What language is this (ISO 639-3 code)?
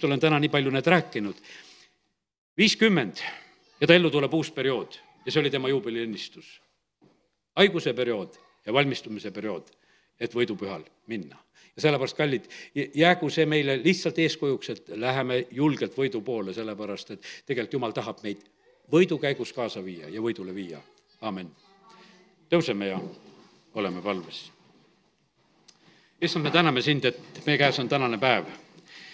est